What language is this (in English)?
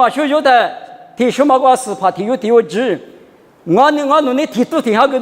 Lisu